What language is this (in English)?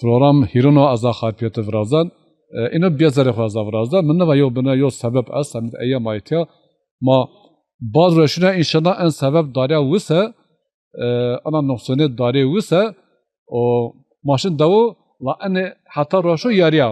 Zaza